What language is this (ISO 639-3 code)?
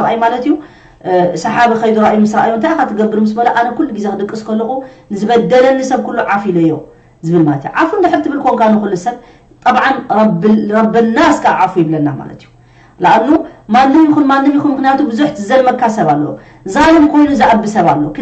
tir